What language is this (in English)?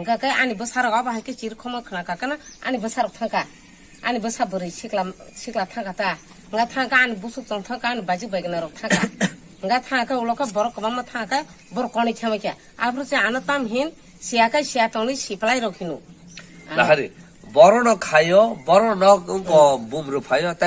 Kok Borok